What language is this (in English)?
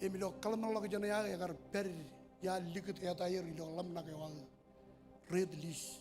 Marshallese